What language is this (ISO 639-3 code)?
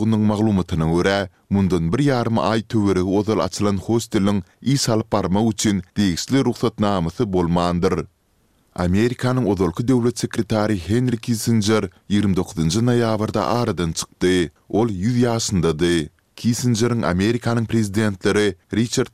tuk